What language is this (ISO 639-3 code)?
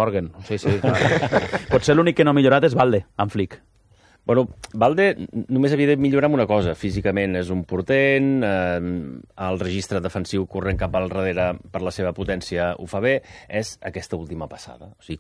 cat